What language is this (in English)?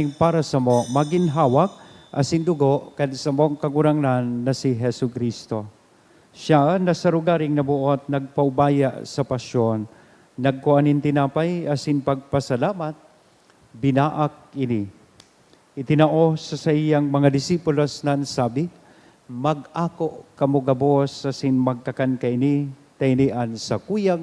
Bikol